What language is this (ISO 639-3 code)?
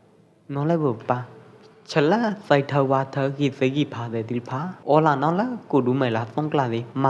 kjp